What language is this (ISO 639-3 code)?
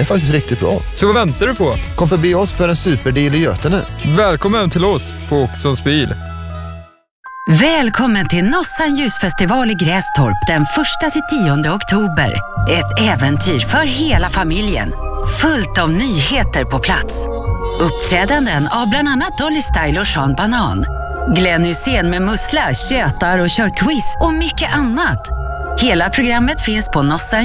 swe